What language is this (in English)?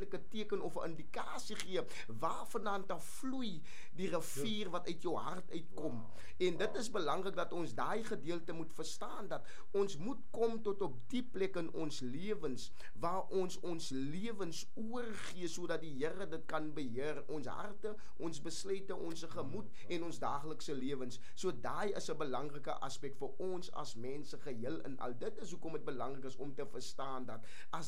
Afrikaans